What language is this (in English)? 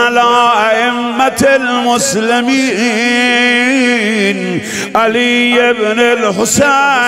Persian